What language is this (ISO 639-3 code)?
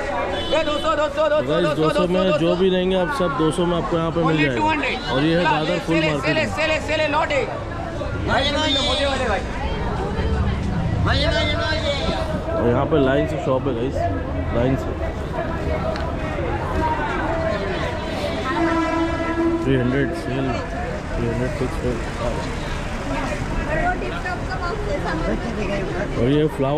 hin